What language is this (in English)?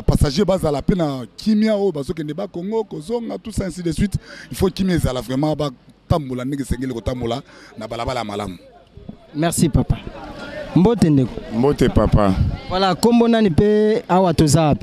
Lingala